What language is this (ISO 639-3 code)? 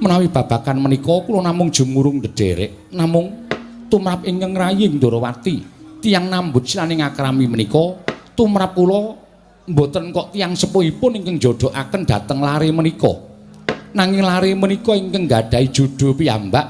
jav